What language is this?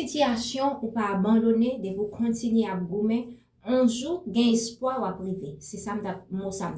Haitian Creole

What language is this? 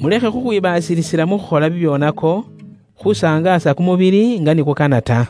Luyia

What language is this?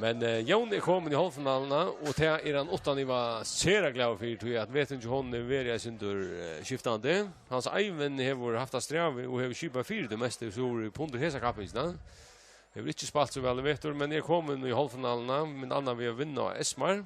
Faroese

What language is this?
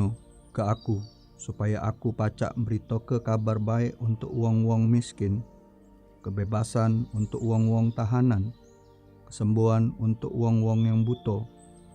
Musi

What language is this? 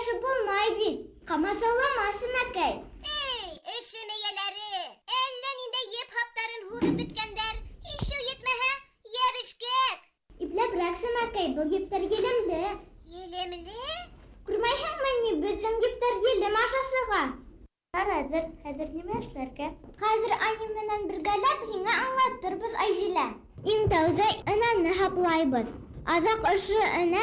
Bashkir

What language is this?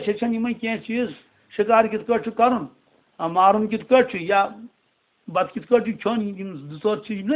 Kashmiri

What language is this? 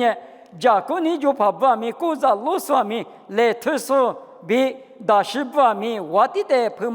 Lisu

